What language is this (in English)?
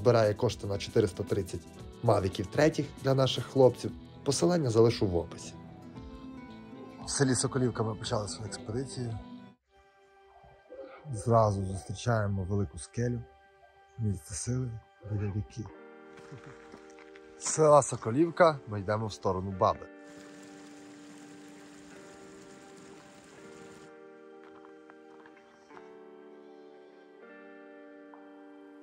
Ukrainian